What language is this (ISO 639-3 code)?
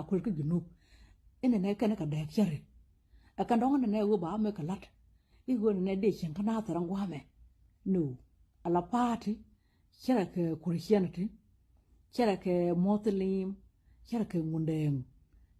nus